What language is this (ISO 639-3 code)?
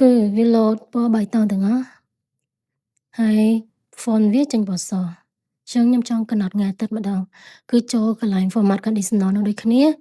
khm